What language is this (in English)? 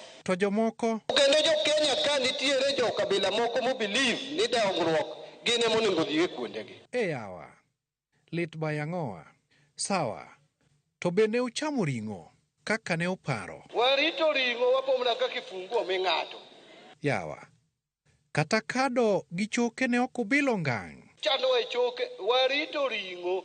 Luo (Kenya and Tanzania)